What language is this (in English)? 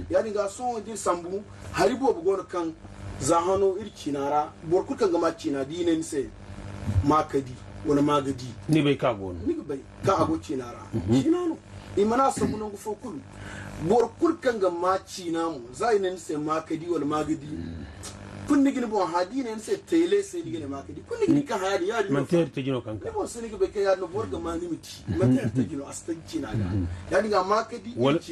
Zarma